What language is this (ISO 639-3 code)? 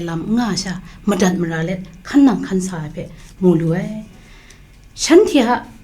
kac